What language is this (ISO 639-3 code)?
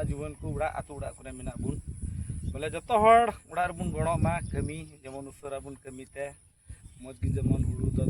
sat